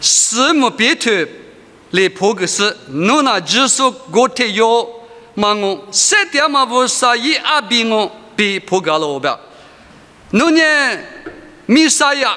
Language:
Lisu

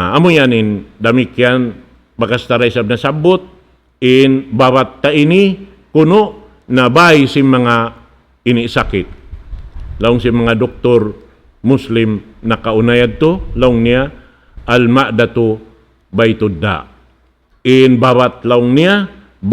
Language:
Tausug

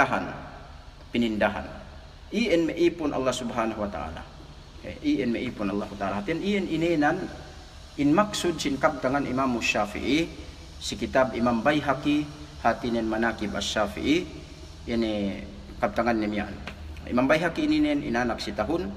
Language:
Yakan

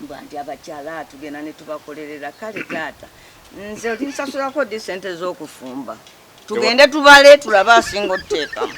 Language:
Ganda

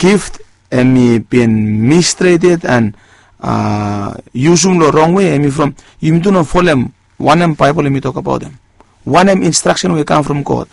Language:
Bislama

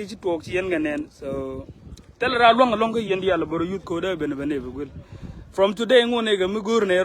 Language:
Nuer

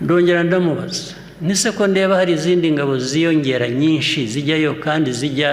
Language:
Kinyarwanda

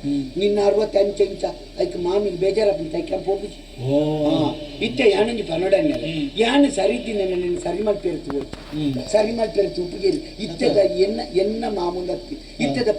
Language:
Tulu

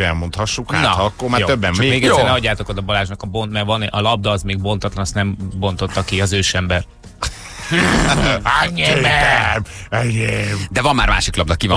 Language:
Hungarian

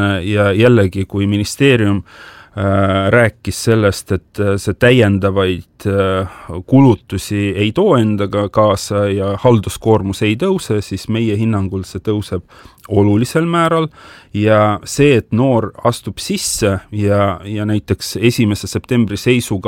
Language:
Estonian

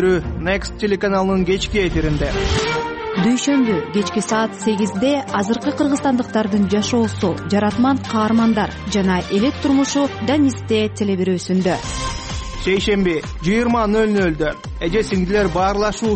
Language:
Kyrgyz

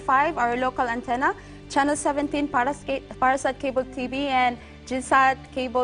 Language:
Filipino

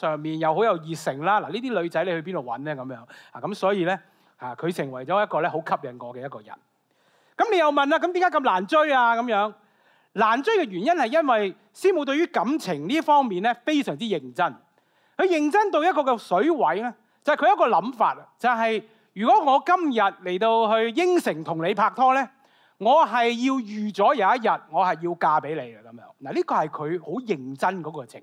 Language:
Cantonese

